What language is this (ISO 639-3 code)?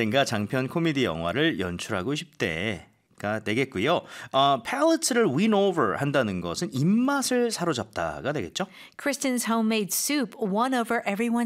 kor